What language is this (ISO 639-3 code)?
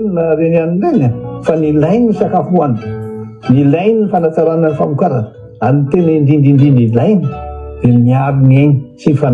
mlg